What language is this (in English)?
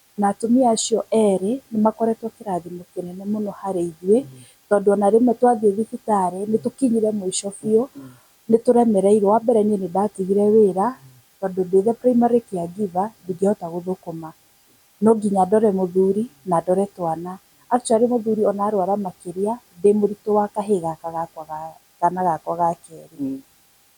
Kikuyu